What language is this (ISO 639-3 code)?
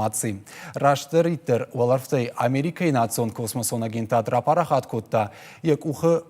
oss